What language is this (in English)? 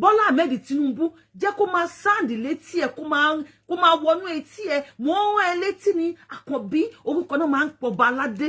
Yoruba